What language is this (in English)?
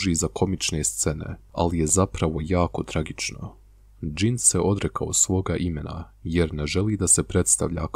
Bosnian